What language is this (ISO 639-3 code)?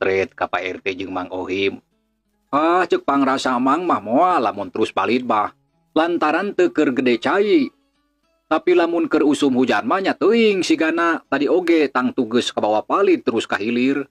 sun